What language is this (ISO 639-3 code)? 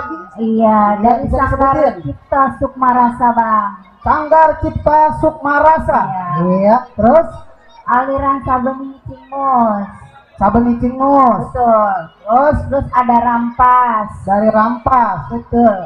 bew